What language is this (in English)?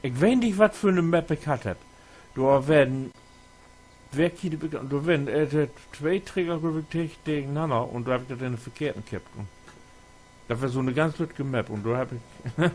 Low German